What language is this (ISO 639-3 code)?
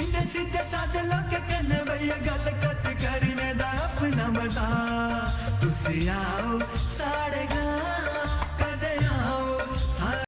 doi